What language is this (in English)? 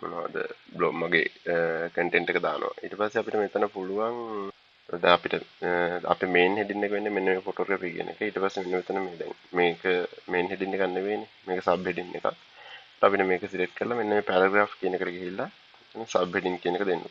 Sinhala